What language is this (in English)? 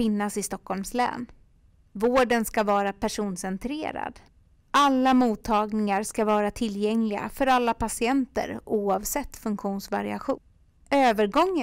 Swedish